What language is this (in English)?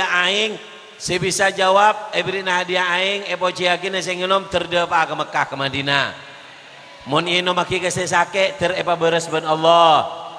Madurese